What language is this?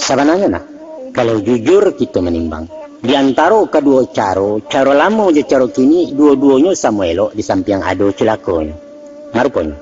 Minangkabau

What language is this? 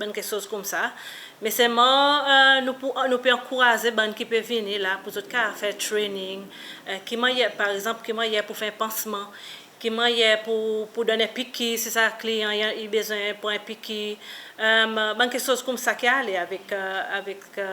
Seselwa Creole French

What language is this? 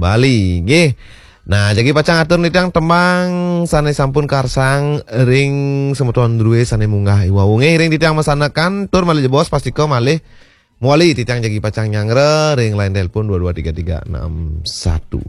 Balinese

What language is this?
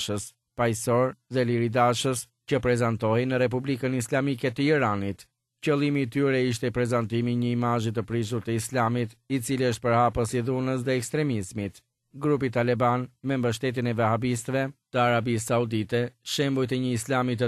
Albanian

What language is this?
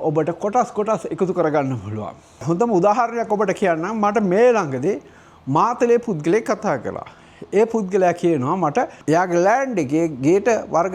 Sinhala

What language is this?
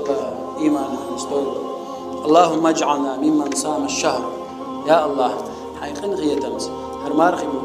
Chechen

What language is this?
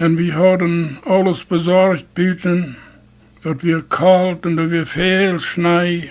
Plautdietsch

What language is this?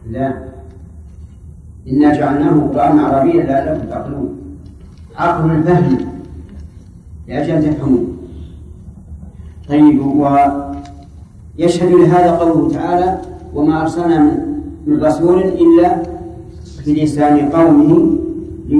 Arabic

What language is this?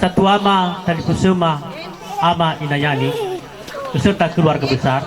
Nias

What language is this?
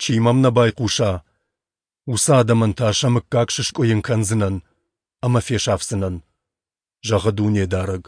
Ossetic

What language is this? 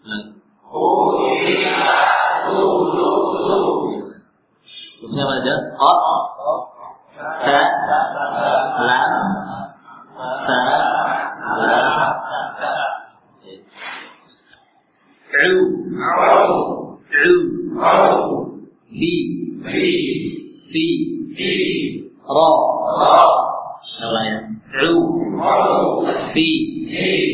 Indonesian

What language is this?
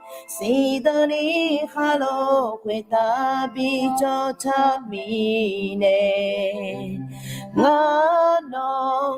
Akha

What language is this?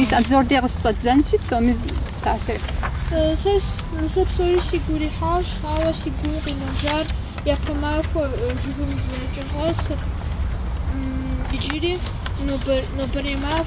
Kabardian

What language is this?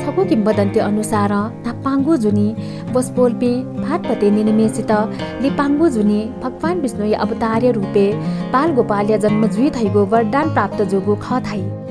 Newari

